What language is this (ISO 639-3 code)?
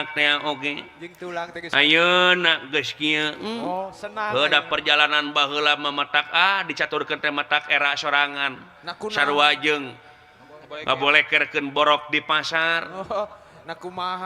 sun